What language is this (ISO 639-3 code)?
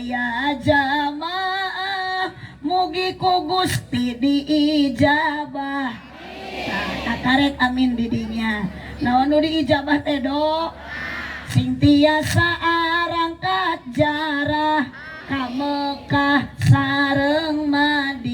sun